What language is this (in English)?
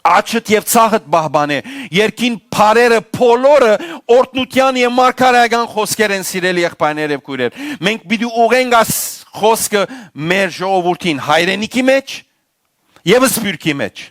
Western Armenian